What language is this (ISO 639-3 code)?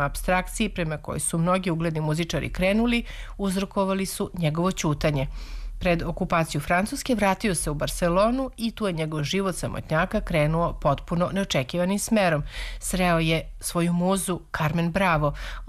srp